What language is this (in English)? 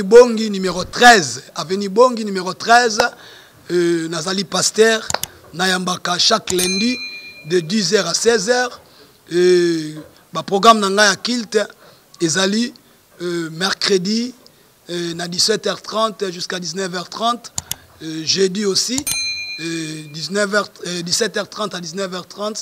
Lingala